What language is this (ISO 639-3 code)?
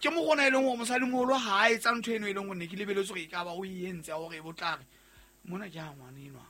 sot